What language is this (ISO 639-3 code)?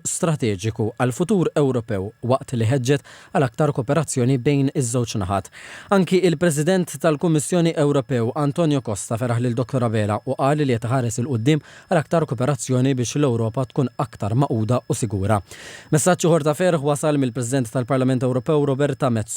mlt